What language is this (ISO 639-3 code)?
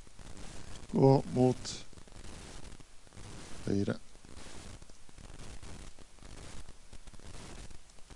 nor